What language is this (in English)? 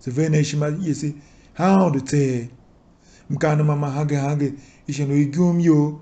Tiv